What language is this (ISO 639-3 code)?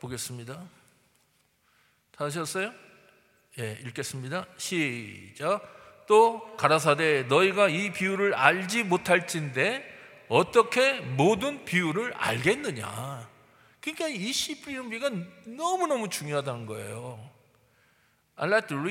kor